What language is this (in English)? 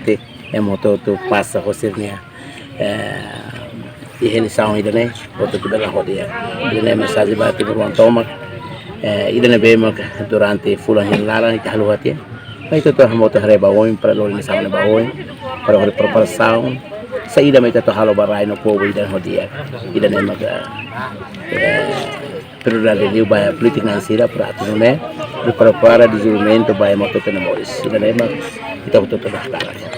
Tetum